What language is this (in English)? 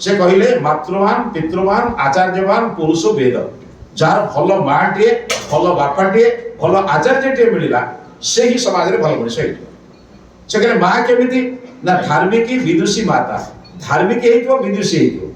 Odia